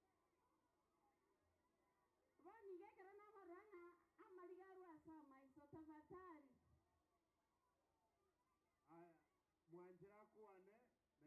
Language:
Gusii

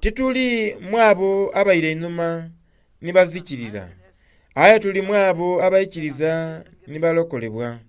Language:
Soga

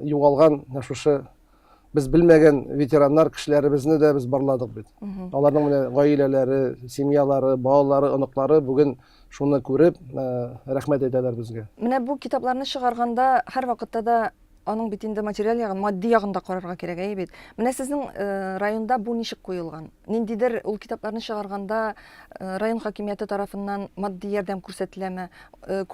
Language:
Tatar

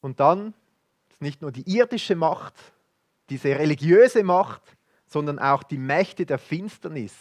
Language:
Swiss German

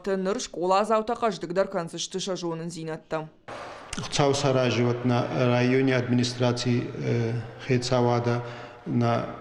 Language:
Ossetic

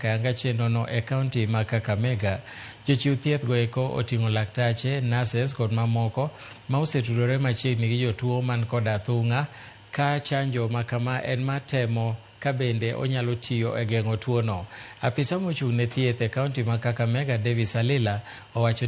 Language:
Luo (Kenya and Tanzania)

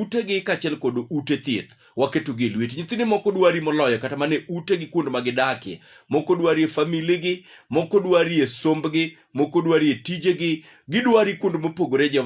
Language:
Luo (Kenya and Tanzania)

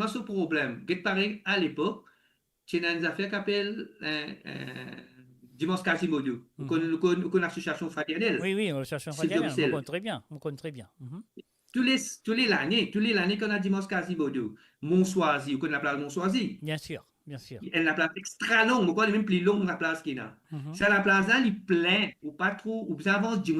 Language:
Morisyen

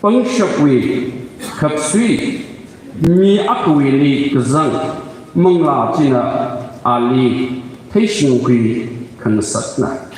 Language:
Tangkhul Naga (India)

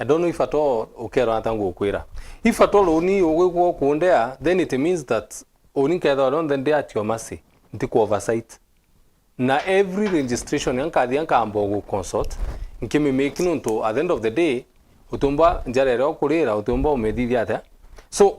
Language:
Meru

